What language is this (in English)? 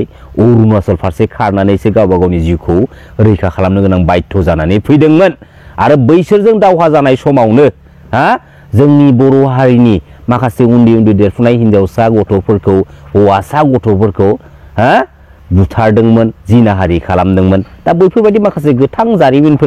Bodo